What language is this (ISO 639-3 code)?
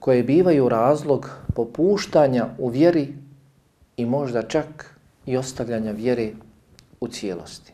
bos